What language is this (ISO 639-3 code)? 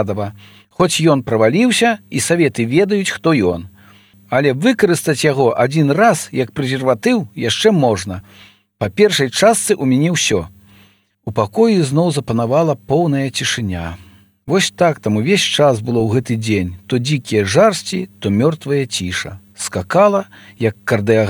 bel